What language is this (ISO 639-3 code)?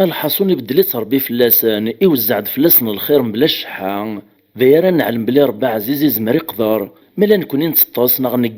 kab